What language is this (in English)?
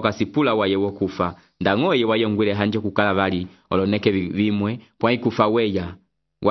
Umbundu